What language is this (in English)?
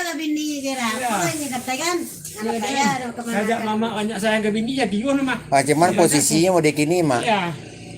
Minangkabau